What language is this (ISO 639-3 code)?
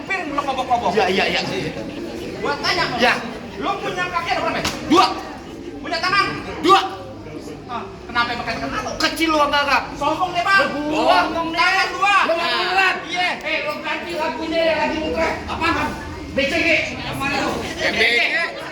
bew